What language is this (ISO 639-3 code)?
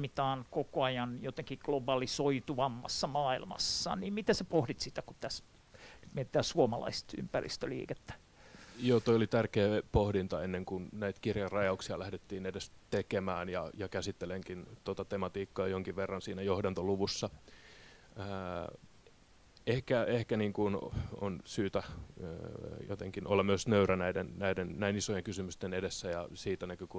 fin